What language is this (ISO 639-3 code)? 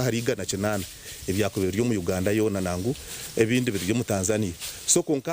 nyn